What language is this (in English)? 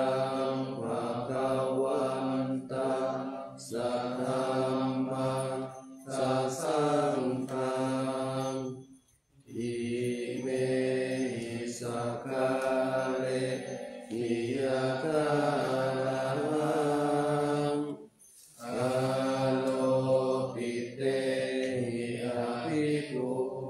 Pali